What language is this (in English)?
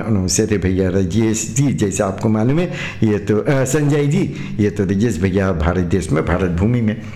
Hindi